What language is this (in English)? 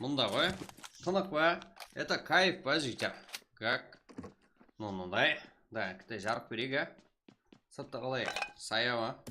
Kara-Kalpak